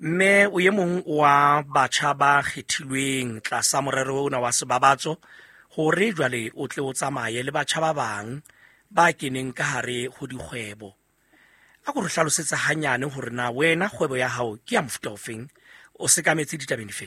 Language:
Southern Sotho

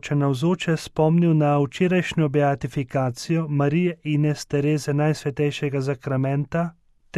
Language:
Slovenian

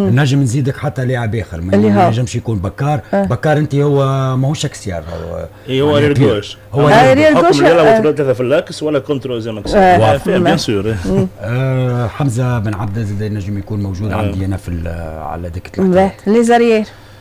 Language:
Tunisian Arabic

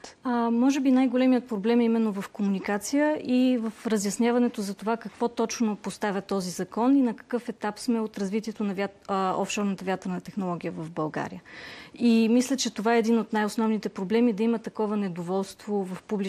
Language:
Bulgarian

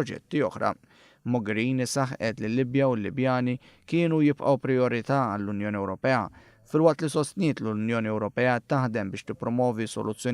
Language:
Maltese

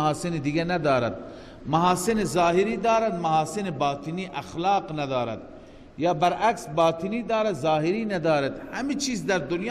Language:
Persian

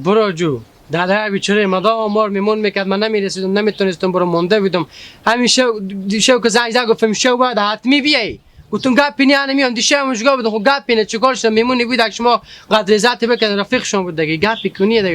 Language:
Hazaragi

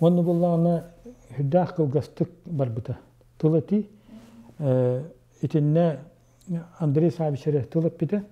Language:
Yakut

